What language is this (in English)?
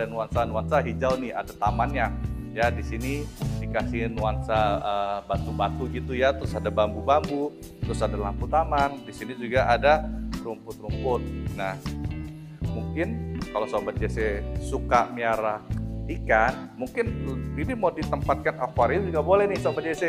Indonesian